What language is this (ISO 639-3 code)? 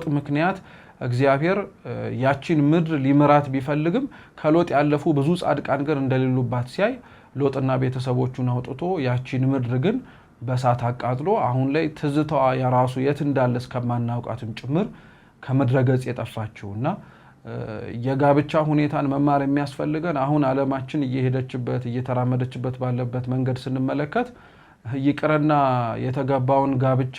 amh